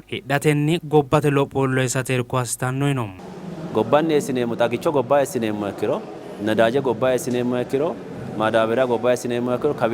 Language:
Sidamo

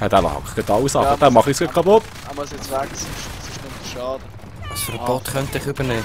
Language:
Swiss German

